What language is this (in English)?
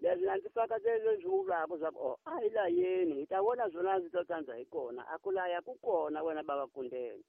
Tsonga